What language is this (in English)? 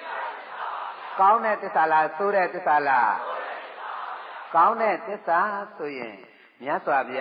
Burmese